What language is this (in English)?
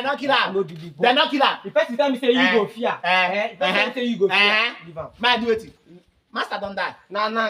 Nigerian Pidgin